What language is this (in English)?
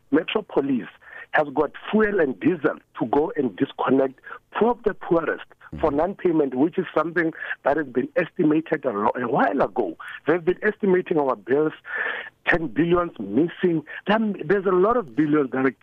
English